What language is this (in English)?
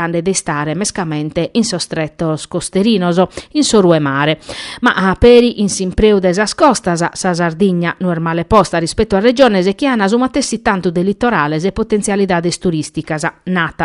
Sardinian